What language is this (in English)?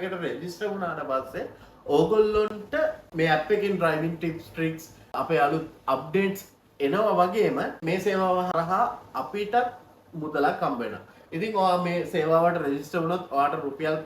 Sinhala